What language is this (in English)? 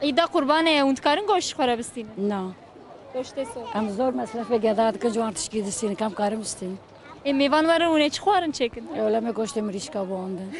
Kurdish